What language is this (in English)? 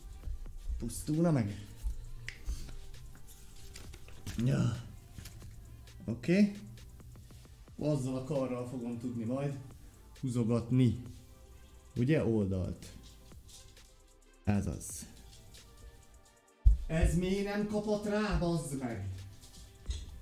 Hungarian